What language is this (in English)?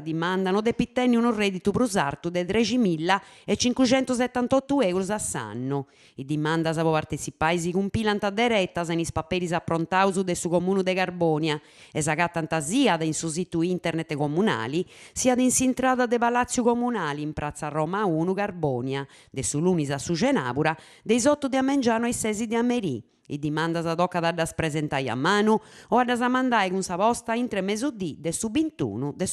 Sardinian